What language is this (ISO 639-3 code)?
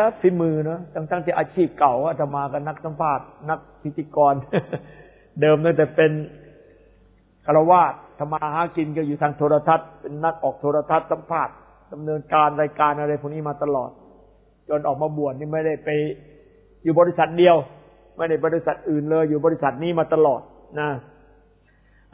tha